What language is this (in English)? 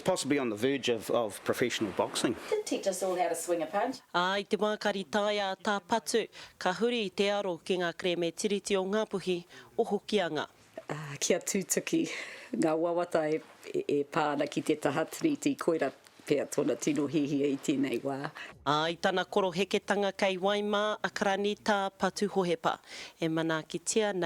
Māori